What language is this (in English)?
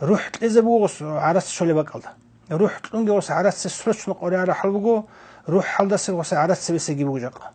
Avaric